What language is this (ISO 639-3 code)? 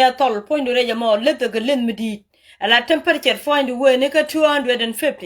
nus